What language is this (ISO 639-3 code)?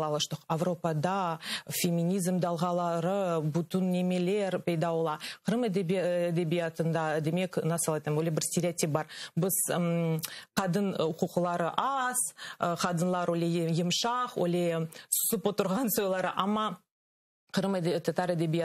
crh